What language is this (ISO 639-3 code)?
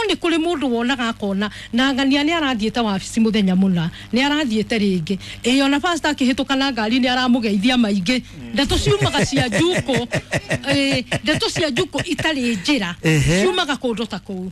kik